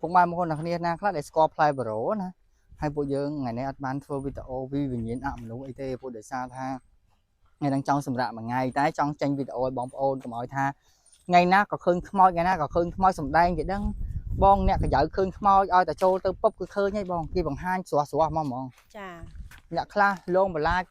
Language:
Khmer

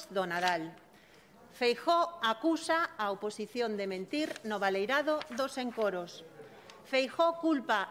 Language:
Galician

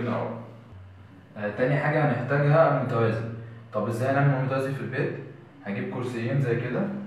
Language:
Egyptian Arabic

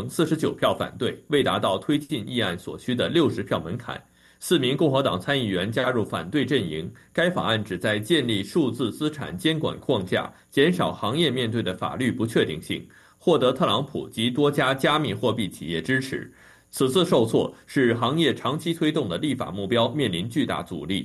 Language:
Chinese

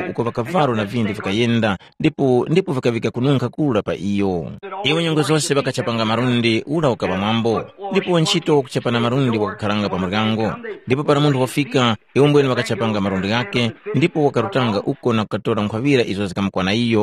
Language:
Tumbuka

